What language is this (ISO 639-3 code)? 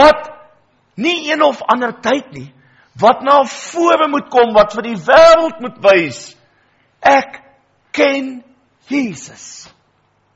afr